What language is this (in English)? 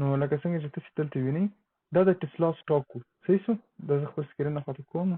Pashto